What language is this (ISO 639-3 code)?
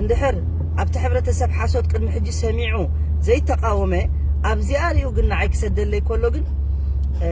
tir